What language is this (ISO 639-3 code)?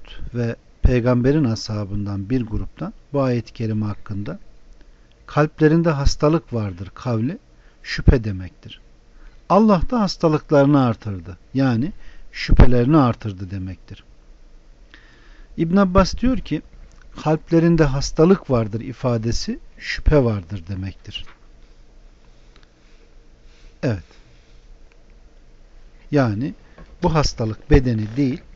tur